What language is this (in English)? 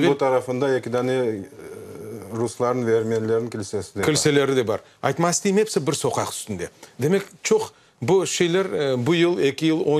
Crimean Tatar